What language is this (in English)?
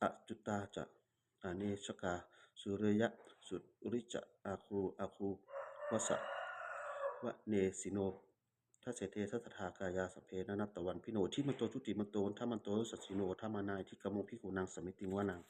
Pali